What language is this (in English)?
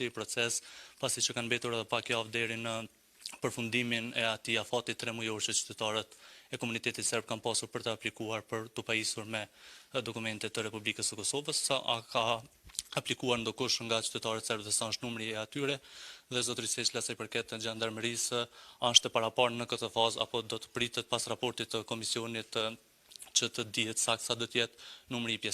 Albanian